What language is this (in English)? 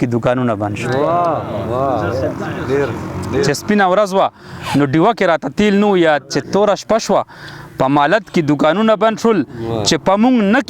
Pashto